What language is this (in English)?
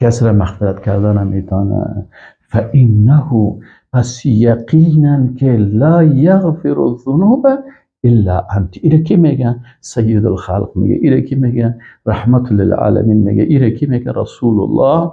Persian